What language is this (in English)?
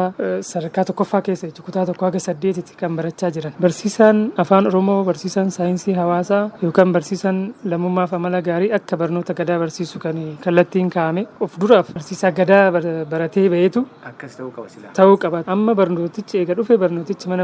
Oromo